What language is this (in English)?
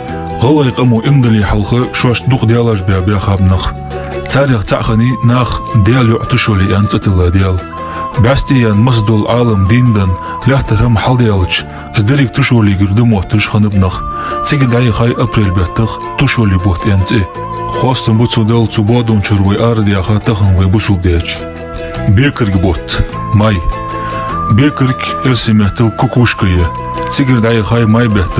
Ingush